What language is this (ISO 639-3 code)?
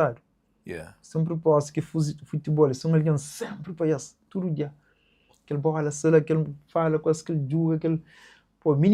kea